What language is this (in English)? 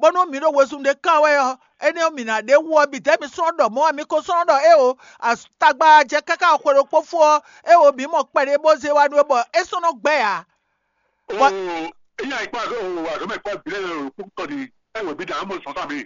Fon